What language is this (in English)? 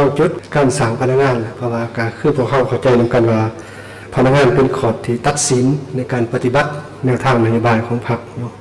Lao